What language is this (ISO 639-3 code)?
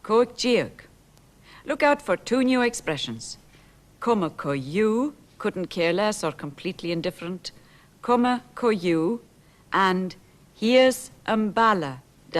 gla